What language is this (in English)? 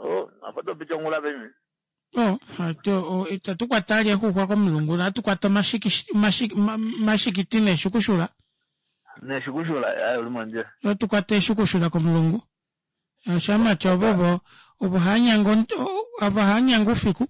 Kuanyama